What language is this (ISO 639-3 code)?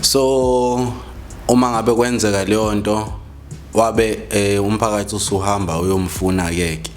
zul